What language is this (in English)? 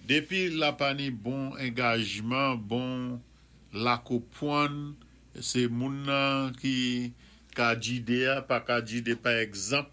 Saint Lucian Creole French